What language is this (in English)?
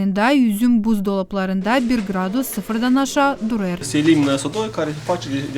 Gagauz